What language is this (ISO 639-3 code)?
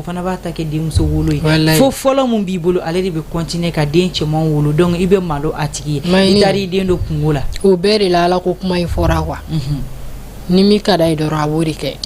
bam